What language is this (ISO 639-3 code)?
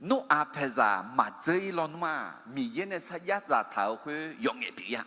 ahk